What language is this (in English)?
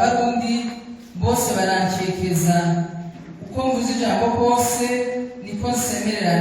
Rundi